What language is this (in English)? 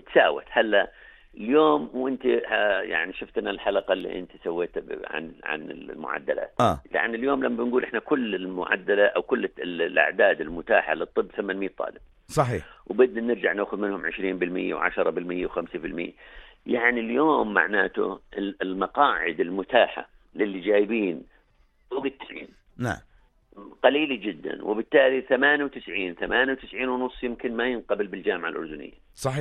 North Levantine Arabic